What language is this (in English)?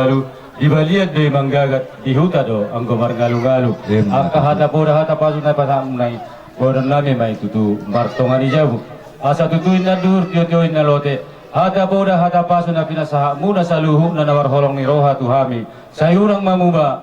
Batak Toba